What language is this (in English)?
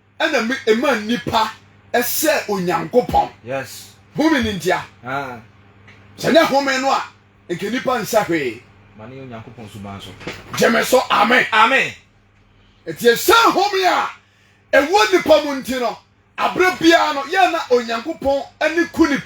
Akan